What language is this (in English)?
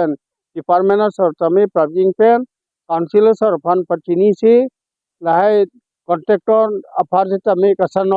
Karbi